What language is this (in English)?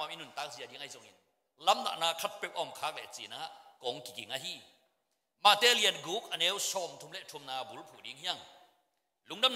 Tedim Chin